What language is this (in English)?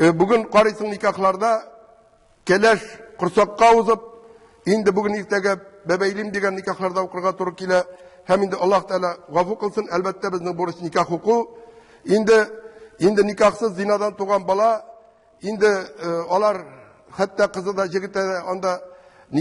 Tatar